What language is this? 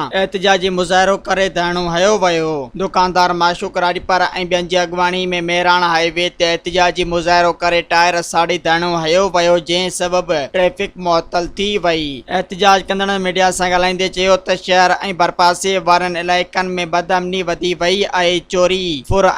Sindhi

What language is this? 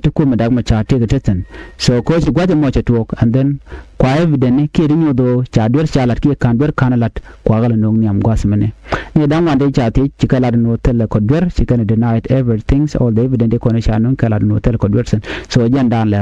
Nuer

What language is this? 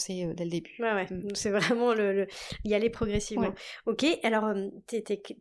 French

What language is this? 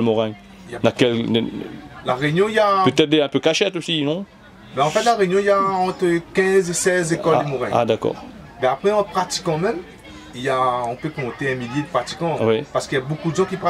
Réunion Creole French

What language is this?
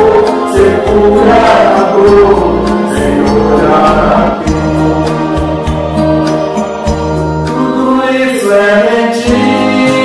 Portuguese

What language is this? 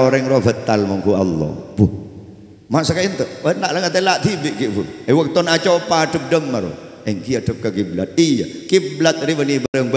Madurese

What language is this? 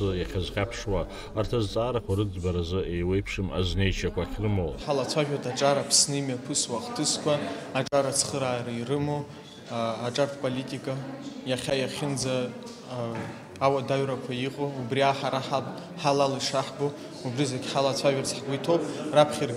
Abkhazian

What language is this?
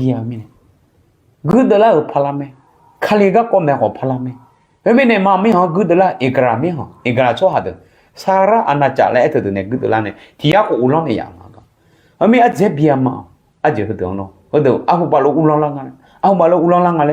Akha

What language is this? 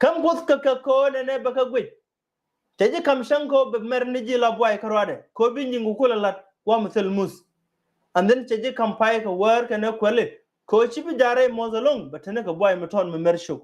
Nuer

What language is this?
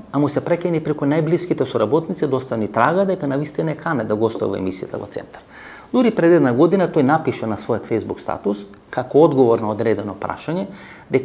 Macedonian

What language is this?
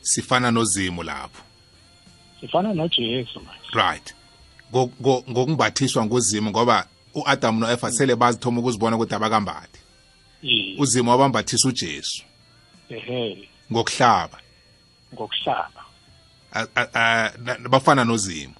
South Ndebele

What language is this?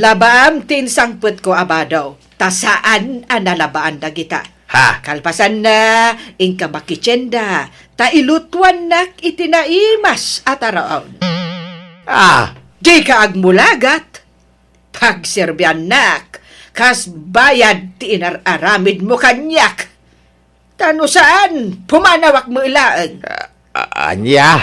Iloko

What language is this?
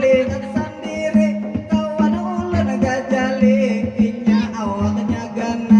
Banjar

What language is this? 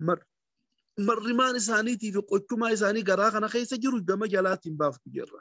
Oromo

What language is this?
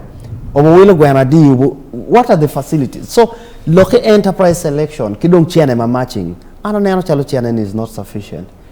Acoli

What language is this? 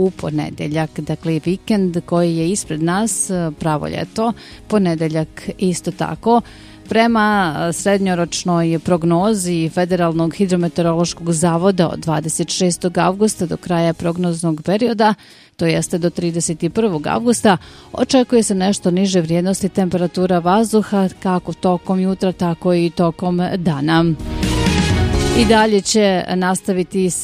Bosnian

